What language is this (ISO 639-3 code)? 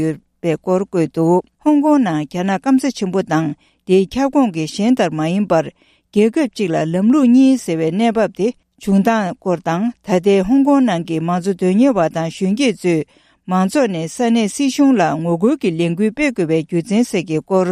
bod